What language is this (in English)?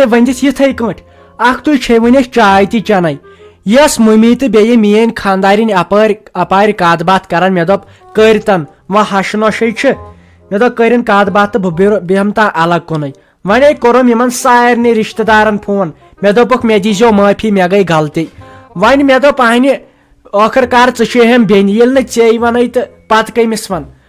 Kashmiri